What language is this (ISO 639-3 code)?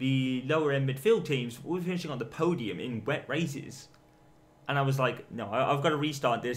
eng